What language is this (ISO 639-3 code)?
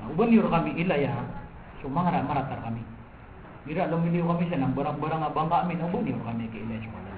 mrw